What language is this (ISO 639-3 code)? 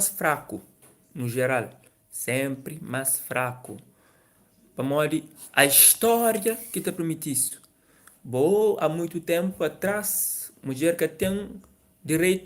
kea